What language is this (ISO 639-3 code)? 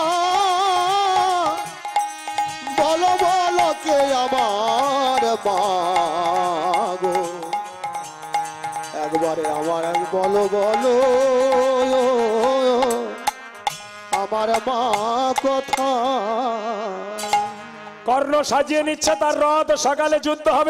ben